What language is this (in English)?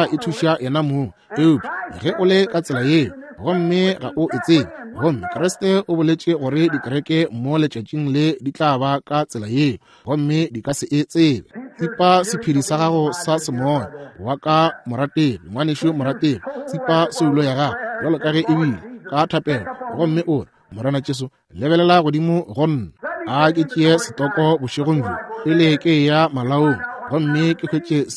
Northern Sotho